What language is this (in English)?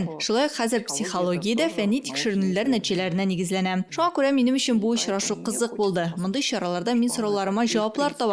Tatar